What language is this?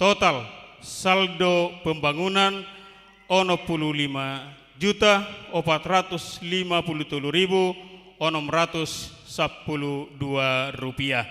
Batak Toba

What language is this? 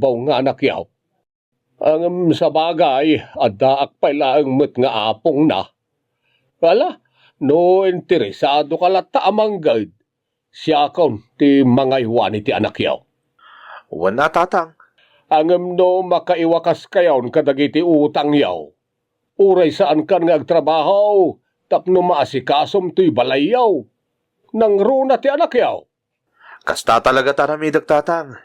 Iloko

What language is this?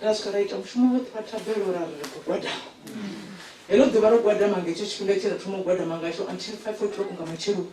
Venda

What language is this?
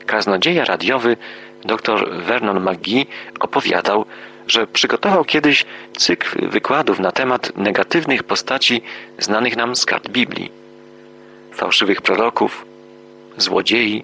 Polish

